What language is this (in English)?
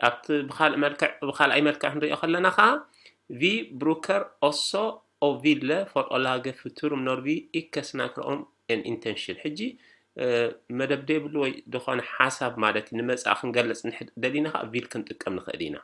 Tigrinya